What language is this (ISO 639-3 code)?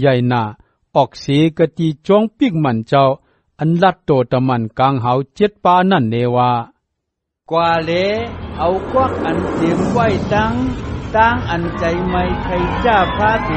shn